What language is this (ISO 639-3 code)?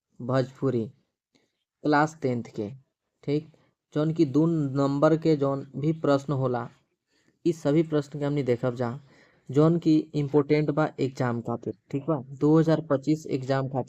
bho